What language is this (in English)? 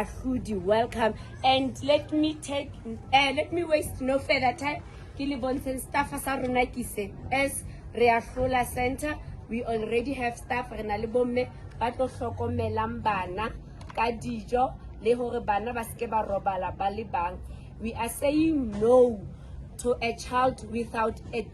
Southern Sotho